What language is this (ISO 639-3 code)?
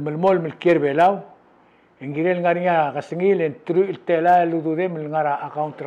pau